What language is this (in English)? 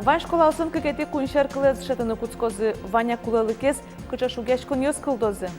Udmurt